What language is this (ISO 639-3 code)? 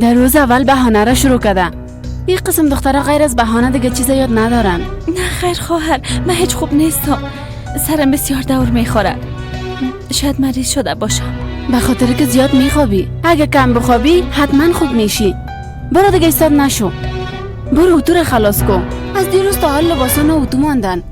fas